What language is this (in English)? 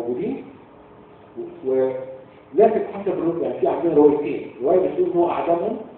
Egyptian Arabic